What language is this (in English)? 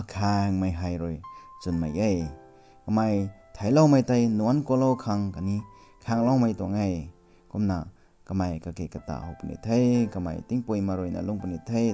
Rongmei Naga